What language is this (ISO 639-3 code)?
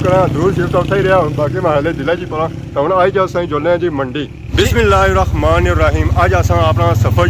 phr